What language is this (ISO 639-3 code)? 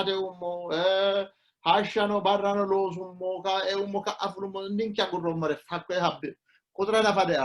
sid